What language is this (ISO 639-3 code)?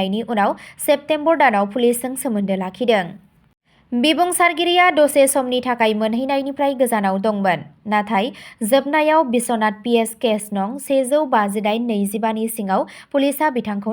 brx